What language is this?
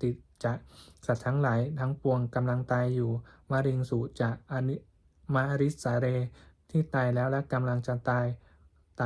Pali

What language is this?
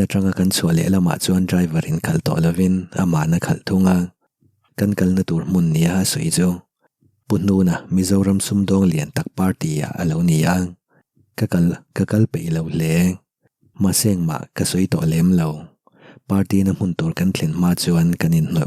Mizo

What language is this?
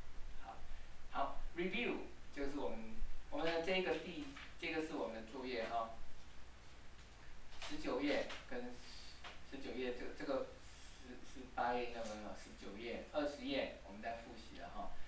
Chinese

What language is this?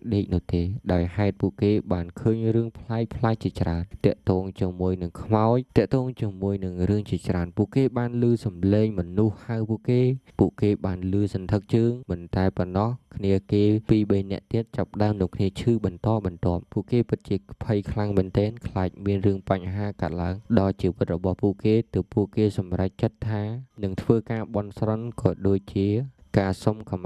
Khmer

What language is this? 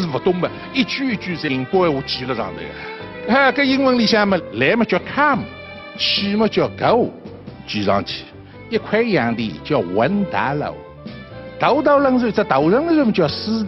Wu Chinese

